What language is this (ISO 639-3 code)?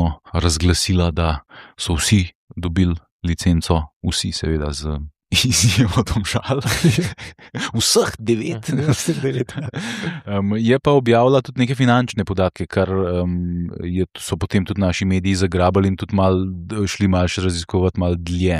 slv